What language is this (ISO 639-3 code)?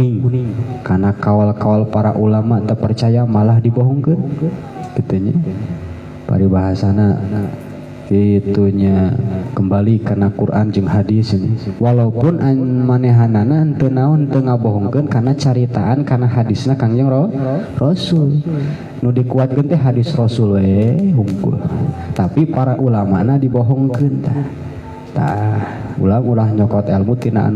sun